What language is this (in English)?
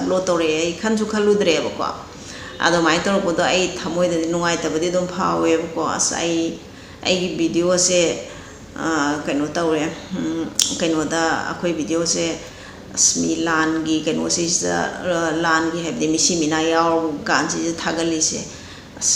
Manipuri